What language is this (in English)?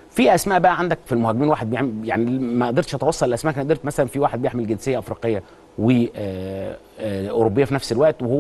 Egyptian Arabic